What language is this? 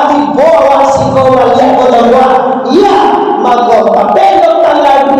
Minangkabau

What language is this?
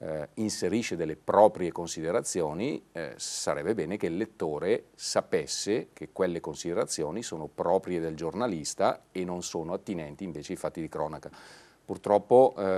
Italian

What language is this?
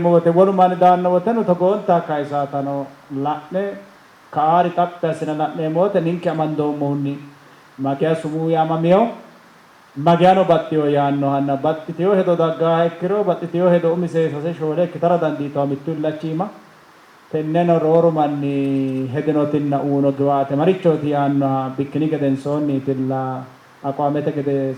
Sidamo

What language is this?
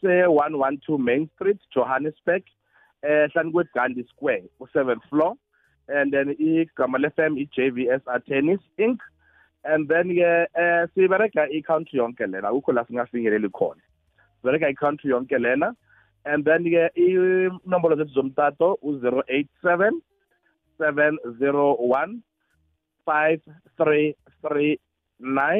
South Ndebele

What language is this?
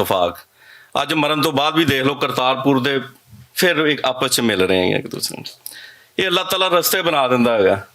Western Panjabi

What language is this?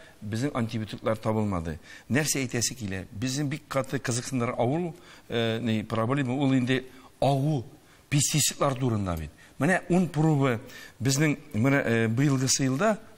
Tatar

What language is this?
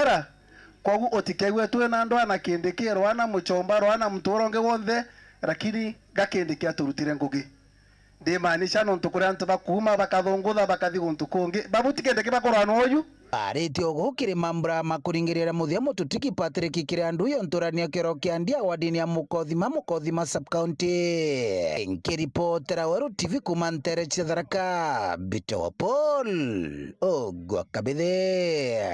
Meru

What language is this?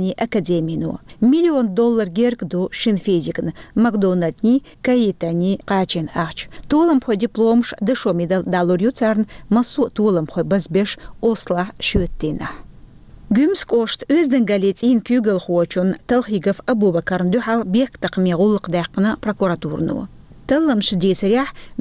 Chechen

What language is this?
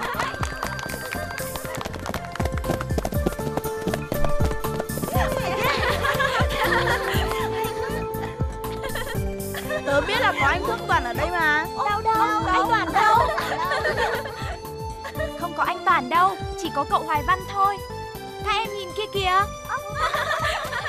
Vietnamese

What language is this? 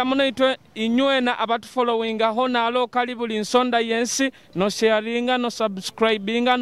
Nyoro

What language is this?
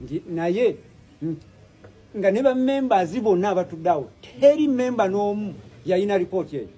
Ganda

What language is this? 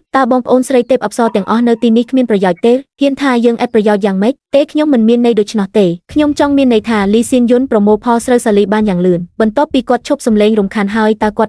Khmer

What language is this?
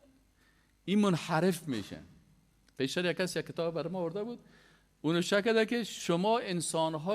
Persian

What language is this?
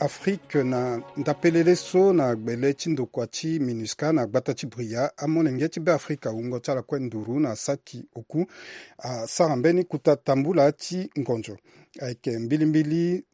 Sango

